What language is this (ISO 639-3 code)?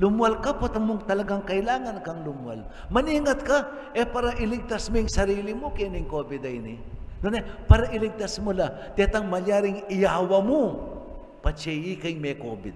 pam